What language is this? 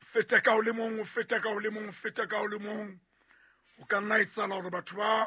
Southern Sotho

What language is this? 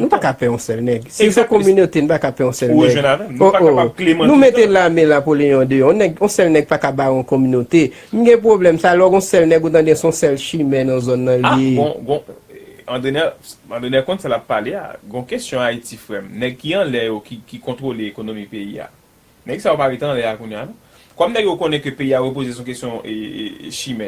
Haitian Creole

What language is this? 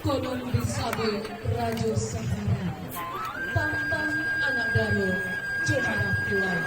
Minangkabau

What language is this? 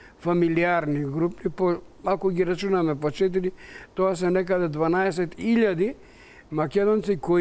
Macedonian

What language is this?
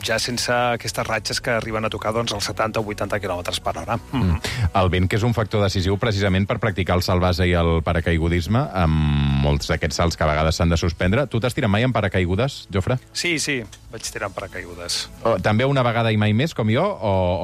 Catalan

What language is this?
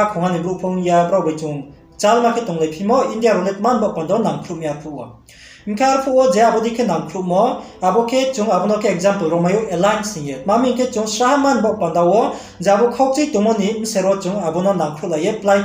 Riang (India)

